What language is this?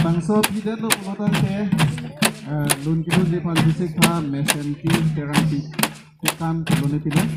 Karbi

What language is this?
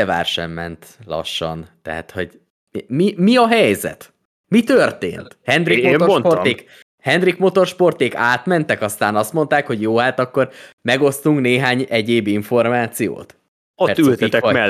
Hungarian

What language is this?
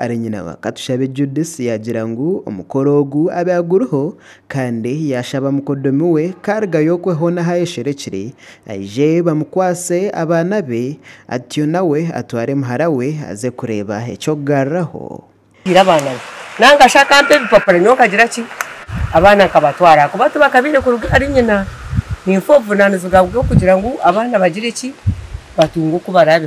Nyankole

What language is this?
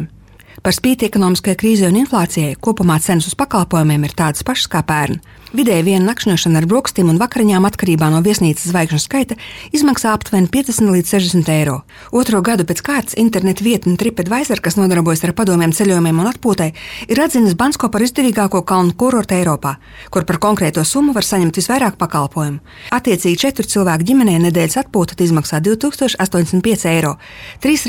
Latvian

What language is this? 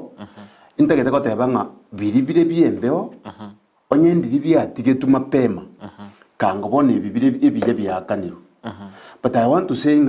Gusii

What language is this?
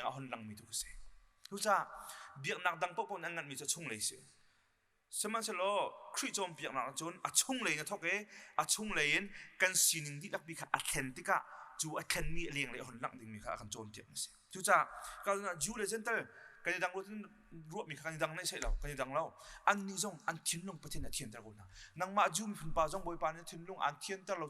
Hakha Chin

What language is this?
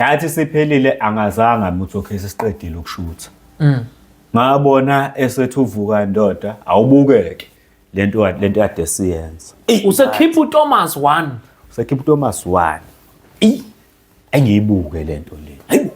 Zulu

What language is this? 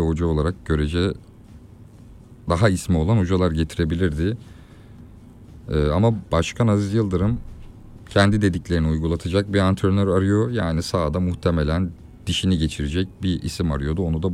Turkish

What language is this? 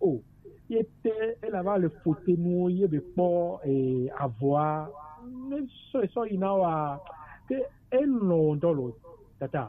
Gen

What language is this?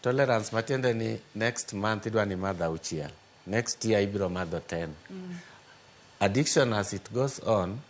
Luo (Kenya and Tanzania)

